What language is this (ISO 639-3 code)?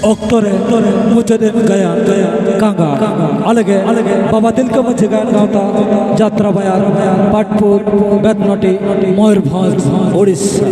sat